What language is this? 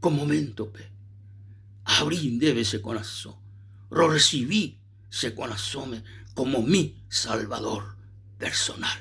Guarani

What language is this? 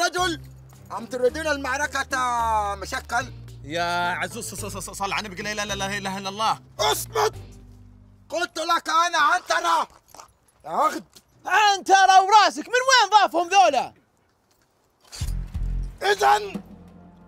Arabic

